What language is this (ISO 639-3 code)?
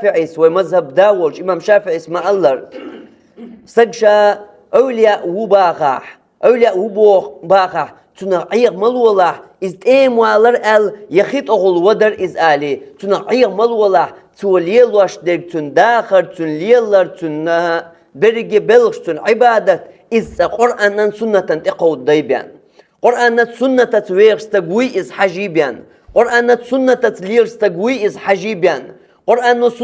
che